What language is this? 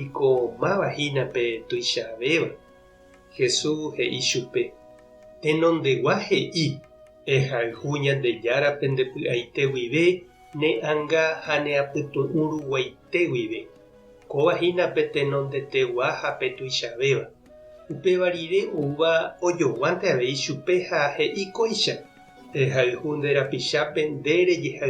Guarani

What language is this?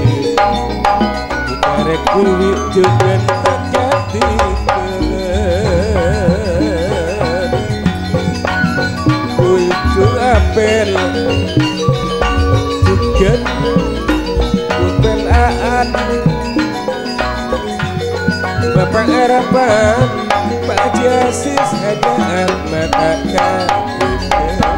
Indonesian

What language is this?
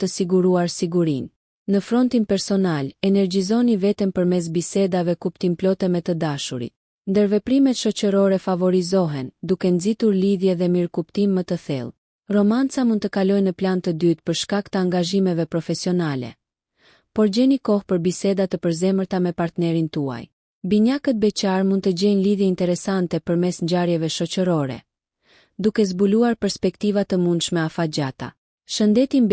Albanian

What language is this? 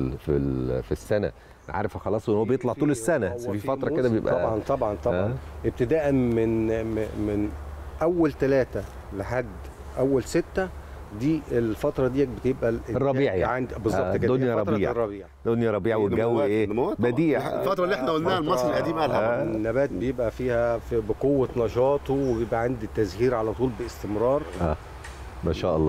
Egyptian Arabic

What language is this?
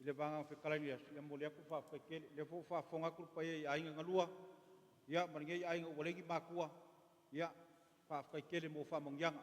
Samoan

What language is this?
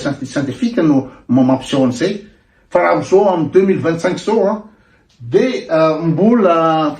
Malagasy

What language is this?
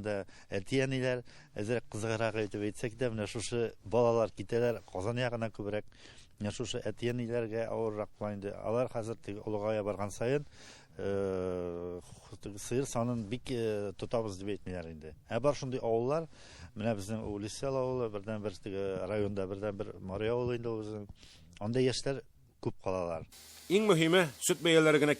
Tatar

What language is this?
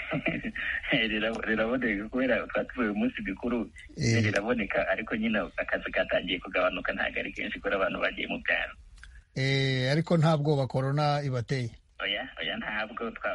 Kinyarwanda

